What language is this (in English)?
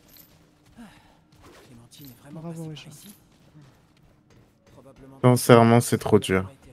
French